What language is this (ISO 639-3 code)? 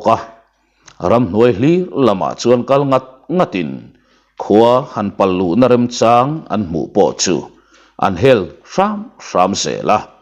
lus